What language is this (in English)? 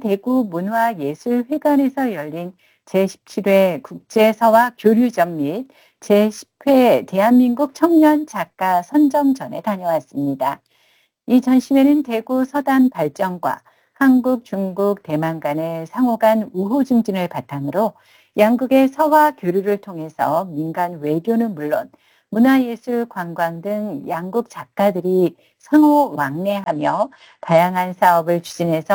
Korean